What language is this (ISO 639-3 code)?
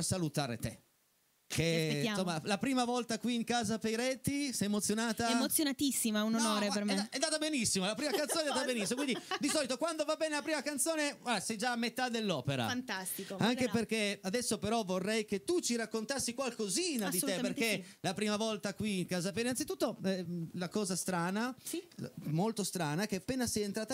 ita